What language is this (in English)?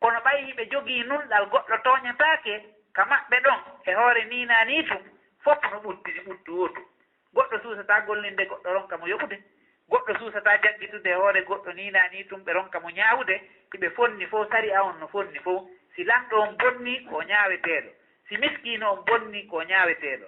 Fula